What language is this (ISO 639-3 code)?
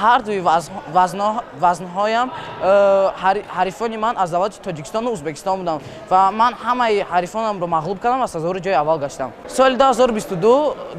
tgk